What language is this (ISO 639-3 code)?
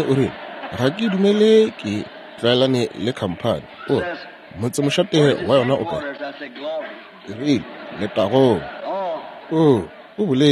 nso